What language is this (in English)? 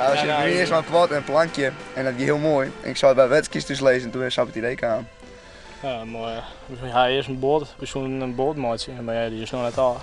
Western Frisian